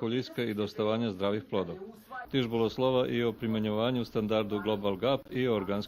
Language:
Rusyn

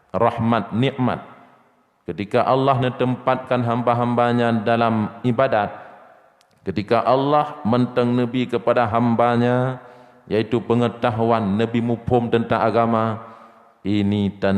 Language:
Achinese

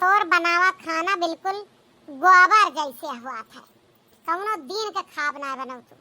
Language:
Awadhi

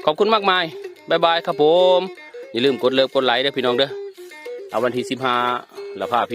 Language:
Northeastern Thai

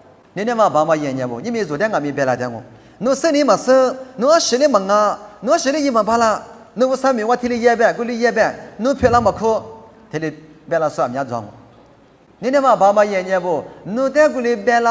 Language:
Lisu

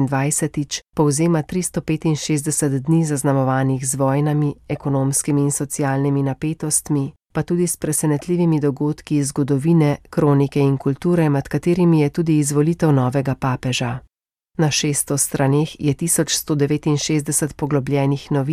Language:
Slovenian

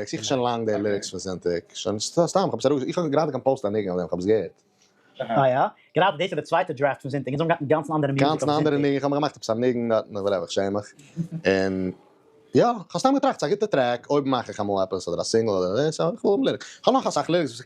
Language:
Yiddish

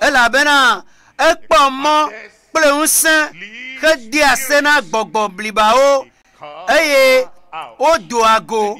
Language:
Ewe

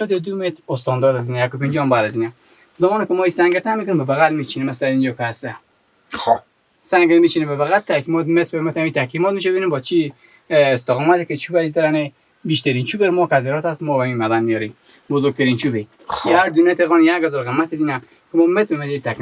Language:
Persian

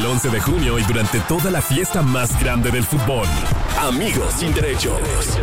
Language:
Spanish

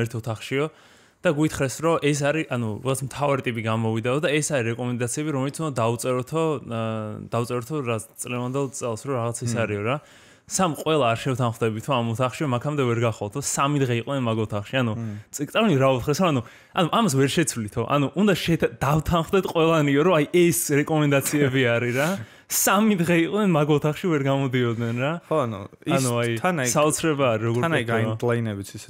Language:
Georgian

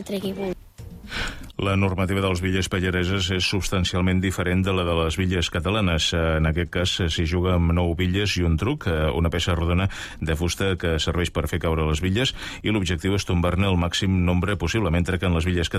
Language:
Catalan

